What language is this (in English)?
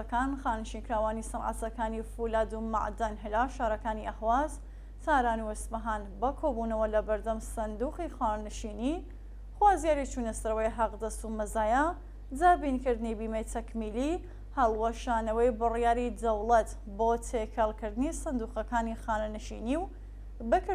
Central Kurdish